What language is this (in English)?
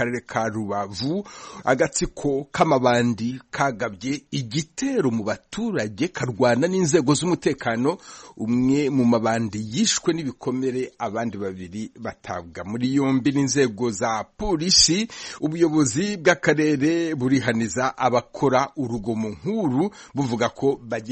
Kinyarwanda